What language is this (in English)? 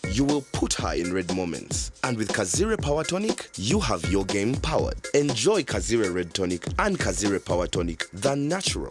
Nyankole